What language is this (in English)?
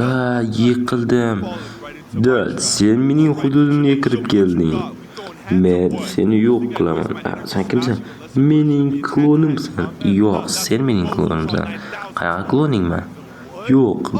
Uzbek